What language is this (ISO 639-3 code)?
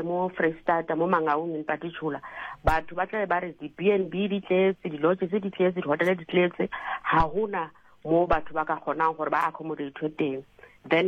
sot